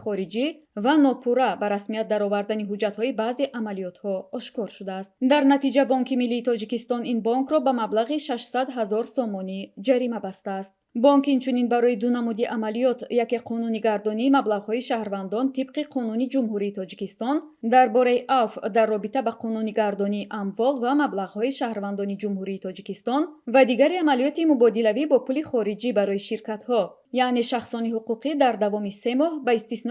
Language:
Tajik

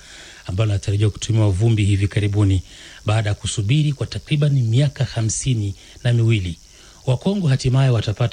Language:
Swahili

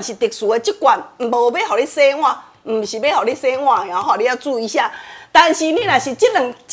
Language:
Min Nan Chinese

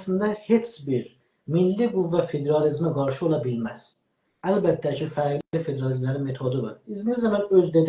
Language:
South Azerbaijani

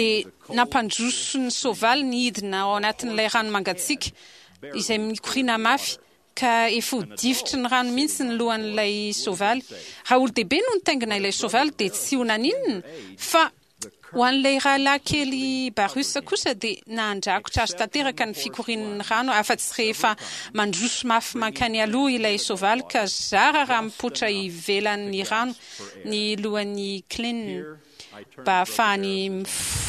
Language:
Malagasy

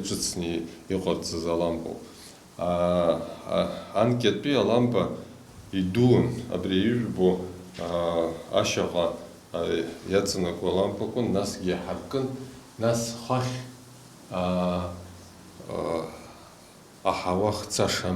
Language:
Abkhazian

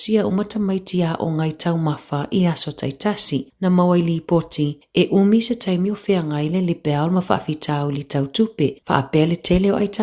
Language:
Samoan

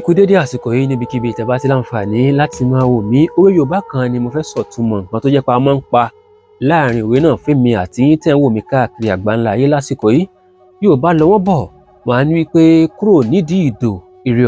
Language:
Yoruba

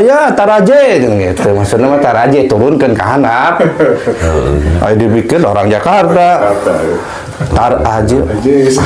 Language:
Sundanese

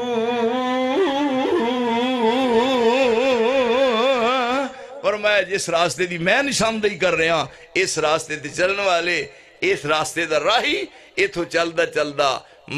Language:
Western Panjabi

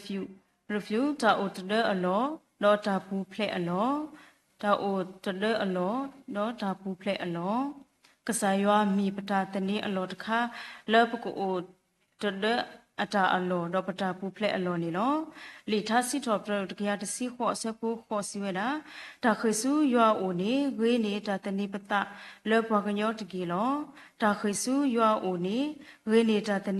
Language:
S'gaw Karen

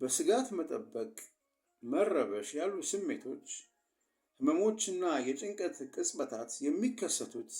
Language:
Amharic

